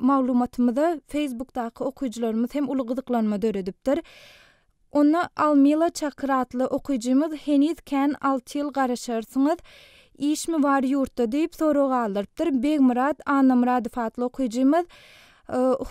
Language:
Turkmen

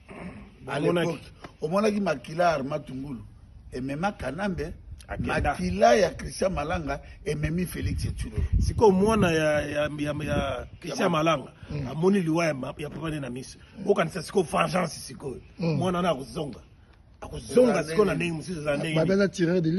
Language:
Lingala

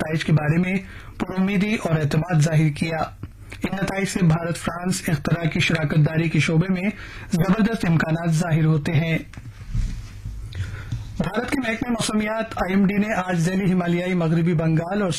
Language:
Urdu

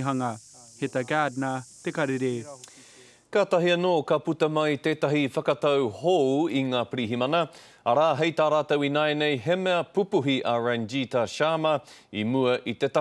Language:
Māori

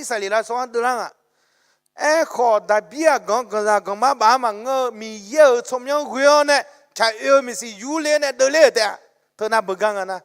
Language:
Akha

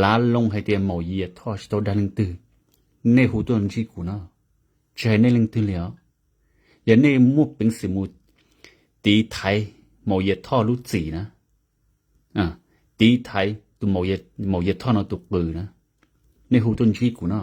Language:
Hmong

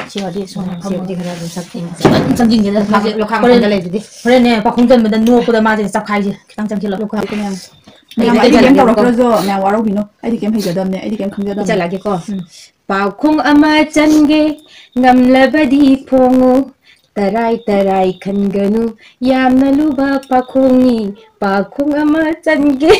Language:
Manipuri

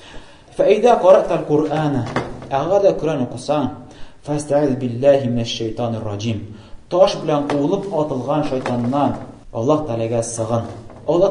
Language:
Tatar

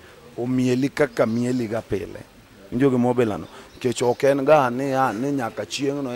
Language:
Luo (Kenya and Tanzania)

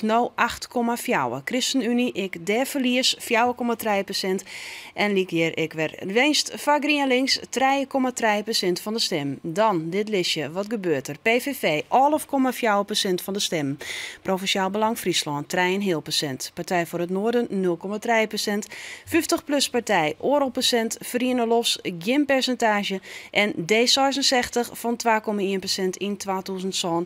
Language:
Western Frisian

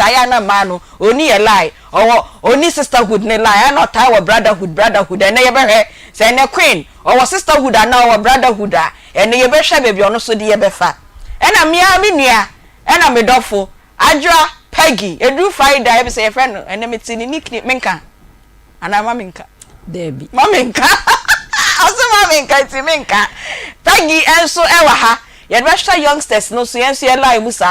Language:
Akan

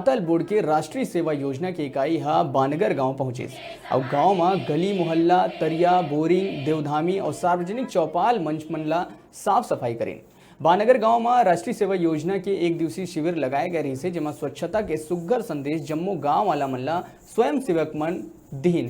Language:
Chhattisgarhi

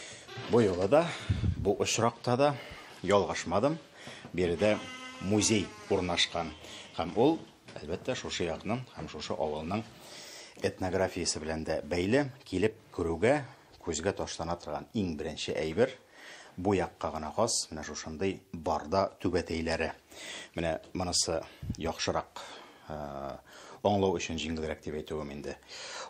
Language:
Tatar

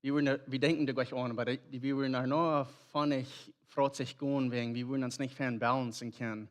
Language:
Plautdietsch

